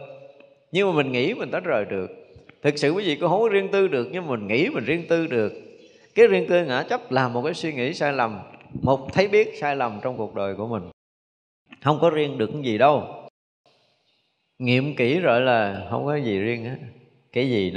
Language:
Vietnamese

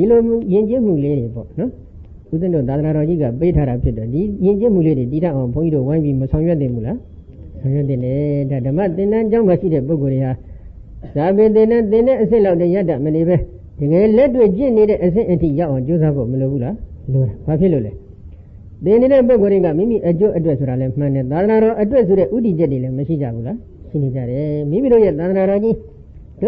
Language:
Burmese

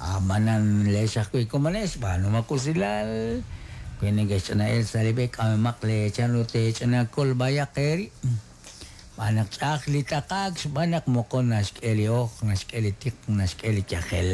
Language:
Kekchí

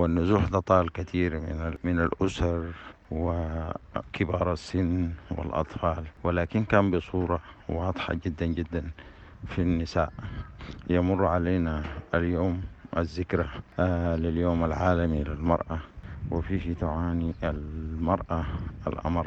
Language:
Sudanese Arabic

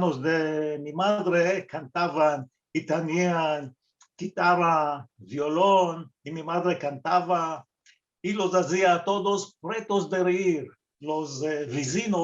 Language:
Ladino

